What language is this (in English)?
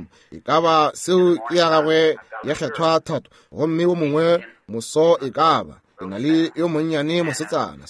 Northern Sotho